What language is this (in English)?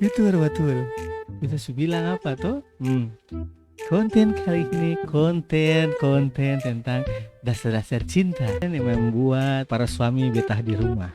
Ambonese Malay